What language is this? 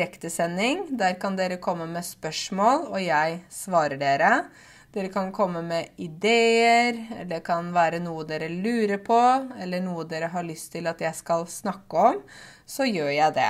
Norwegian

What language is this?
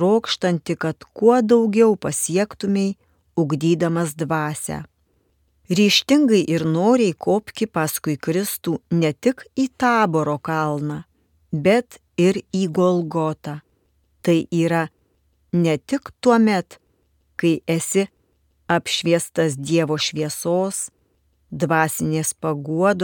Lithuanian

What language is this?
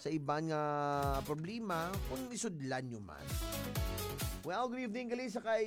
Hiligaynon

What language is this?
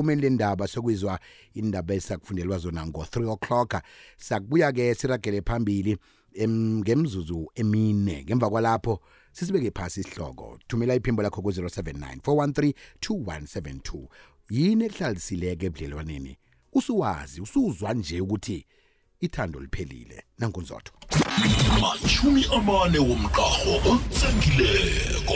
South Ndebele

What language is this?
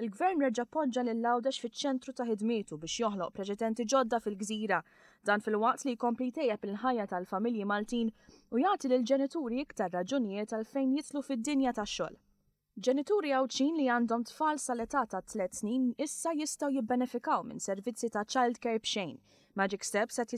Maltese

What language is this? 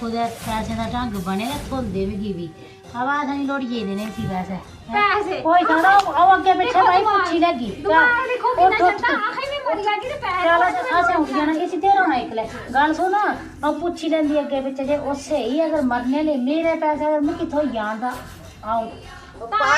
Dogri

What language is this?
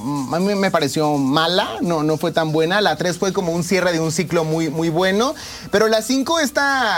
Spanish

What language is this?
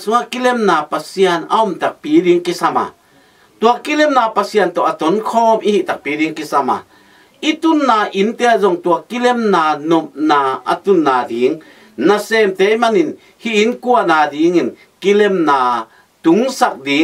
Tedim Chin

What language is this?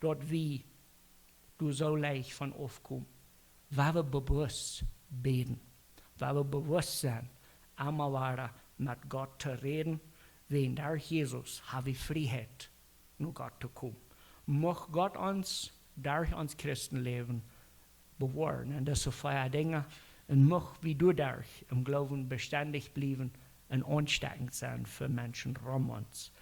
Plautdietsch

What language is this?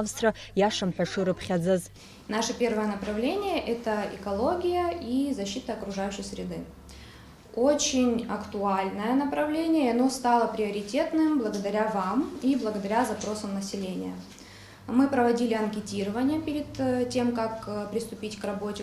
Abkhazian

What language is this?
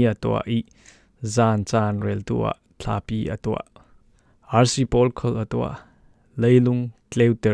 Falam Chin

